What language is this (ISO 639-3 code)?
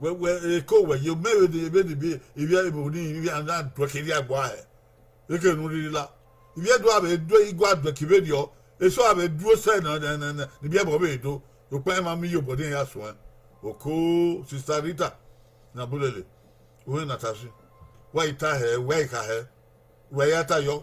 bin